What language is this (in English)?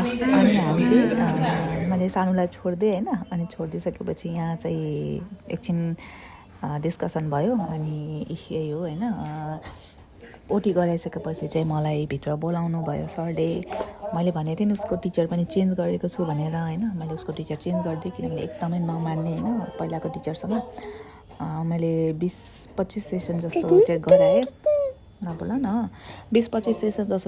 Nepali